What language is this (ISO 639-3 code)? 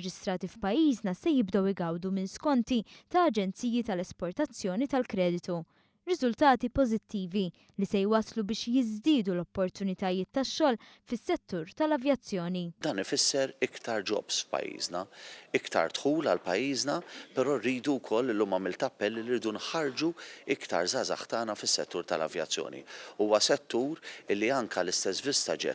mlt